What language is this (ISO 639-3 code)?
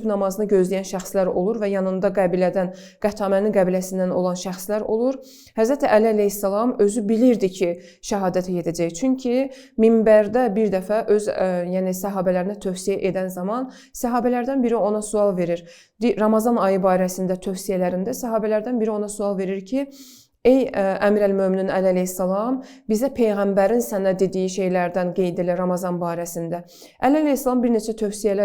aze